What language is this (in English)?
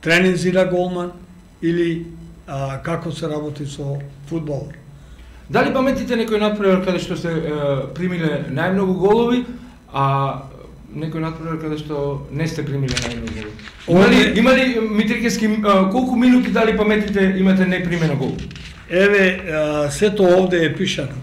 Macedonian